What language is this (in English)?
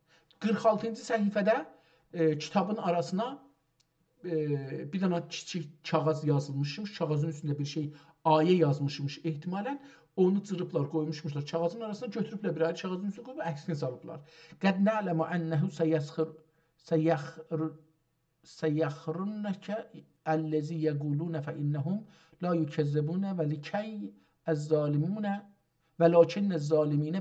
South Azerbaijani